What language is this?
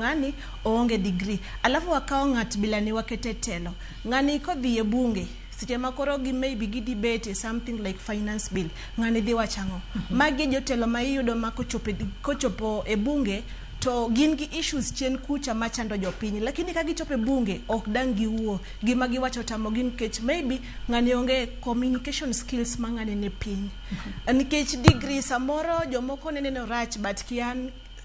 Luo (Kenya and Tanzania)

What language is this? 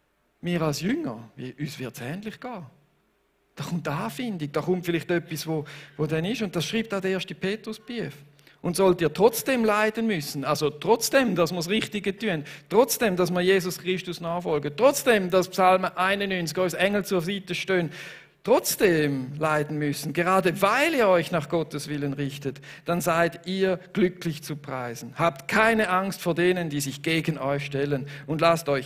Swiss German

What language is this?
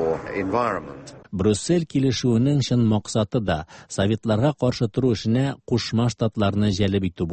Tatar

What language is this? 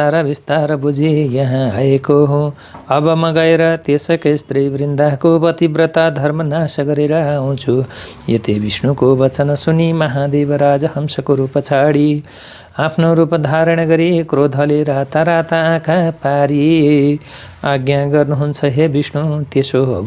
Nepali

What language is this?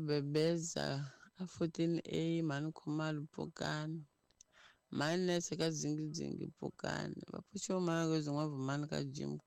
Tsonga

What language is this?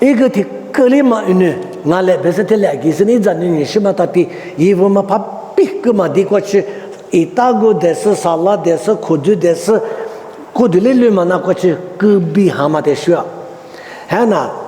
Lisu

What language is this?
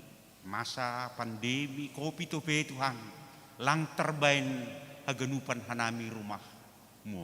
Batak Simalungun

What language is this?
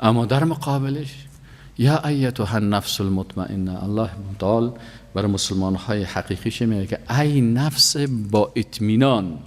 Persian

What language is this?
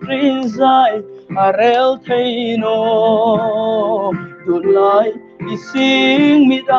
Hmar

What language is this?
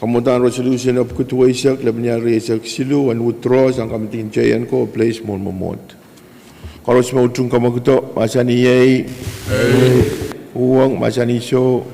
Pohnpeian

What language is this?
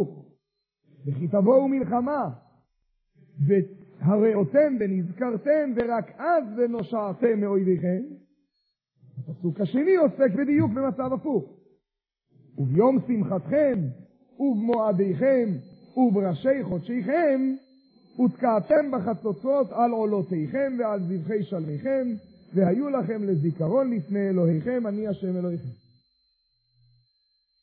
Hebrew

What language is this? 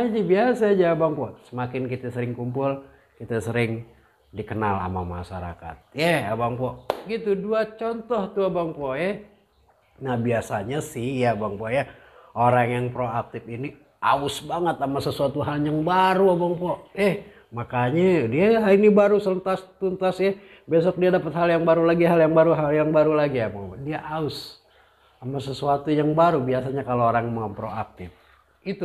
Betawi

